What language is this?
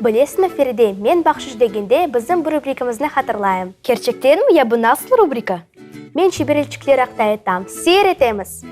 Crimean Tatar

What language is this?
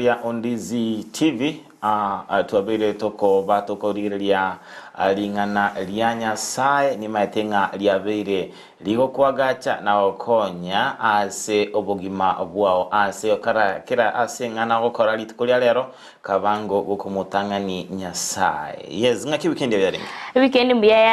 Gusii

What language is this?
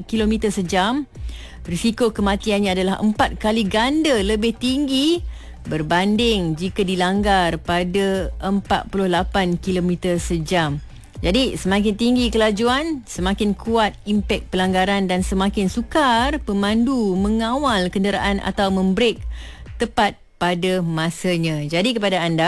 Malay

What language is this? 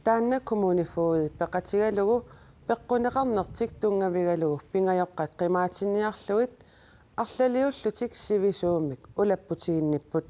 Kalaallisut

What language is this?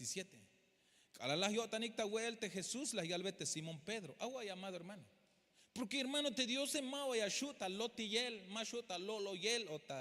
Tzeltal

